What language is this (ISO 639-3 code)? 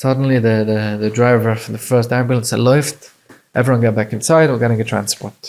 yid